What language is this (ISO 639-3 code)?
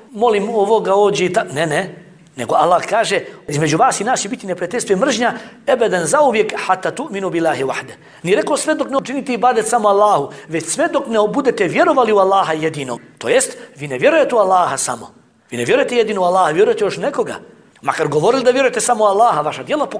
bos